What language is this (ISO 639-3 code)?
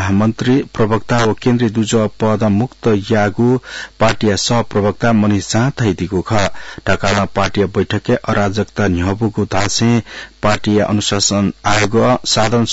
new